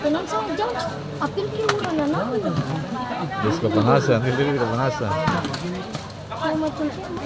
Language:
Ambonese Malay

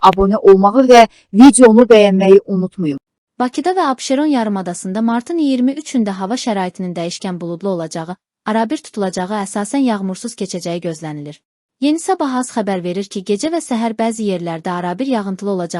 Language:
Azerbaijani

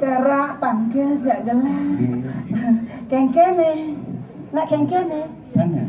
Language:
Balinese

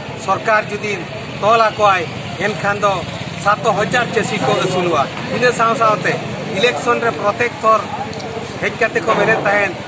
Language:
Santali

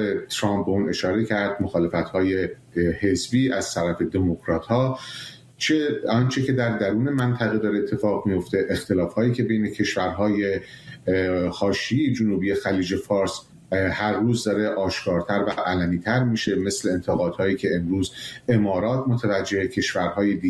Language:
Persian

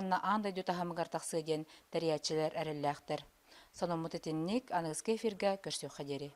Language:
Yakut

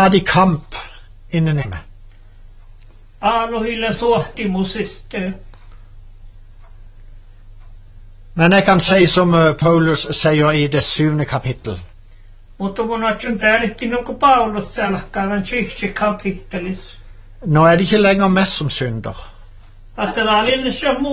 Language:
Norwegian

